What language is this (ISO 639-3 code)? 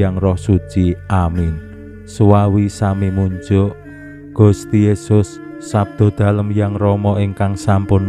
jav